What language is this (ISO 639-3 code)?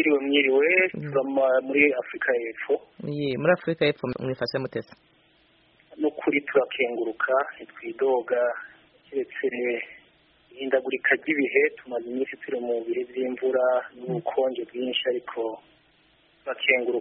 kin